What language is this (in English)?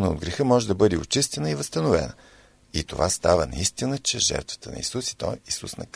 Bulgarian